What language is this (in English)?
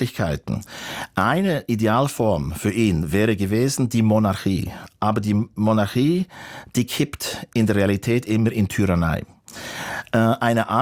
German